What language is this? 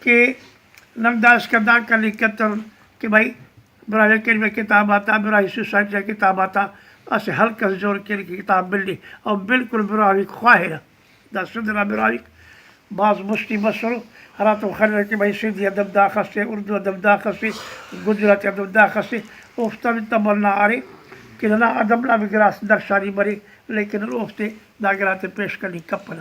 Brahui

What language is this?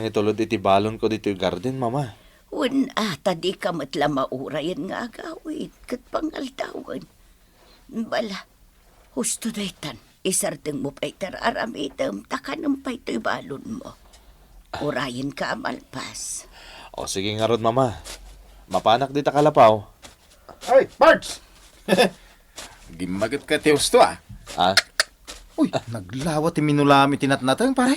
Iloko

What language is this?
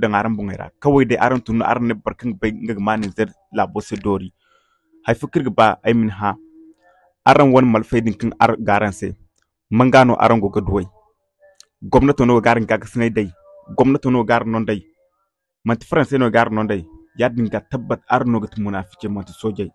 Zarma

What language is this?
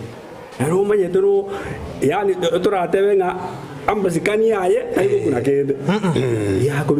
Gusii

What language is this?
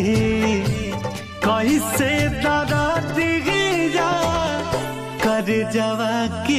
Bhojpuri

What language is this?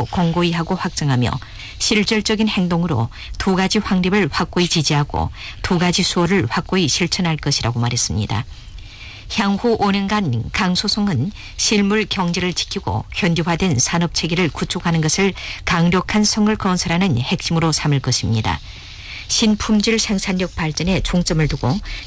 Korean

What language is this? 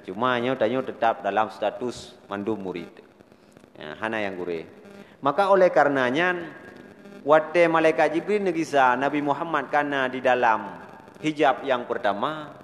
Achinese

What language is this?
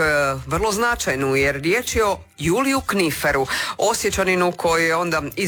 Croatian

